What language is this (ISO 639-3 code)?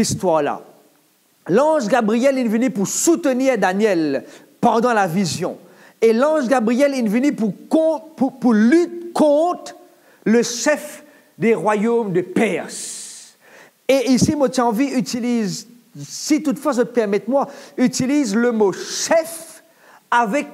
mfe